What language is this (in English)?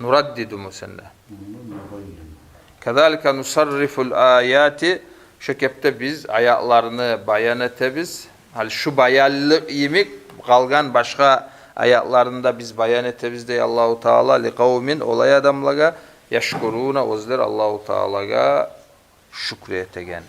Kumyk